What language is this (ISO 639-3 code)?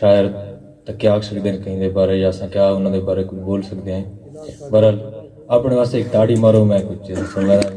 skr